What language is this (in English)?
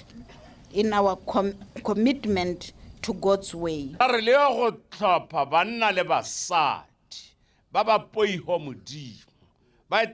Tswana